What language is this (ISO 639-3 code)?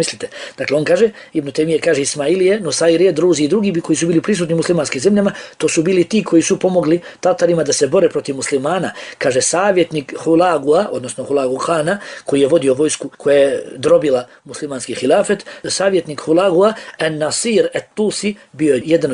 bos